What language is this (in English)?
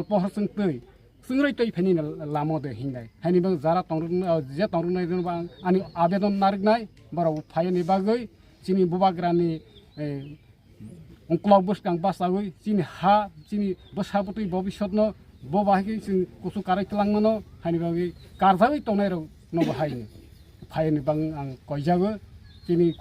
Kok Borok